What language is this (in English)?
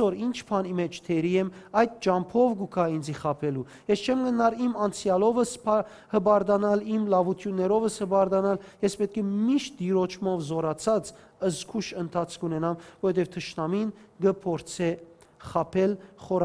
Western Armenian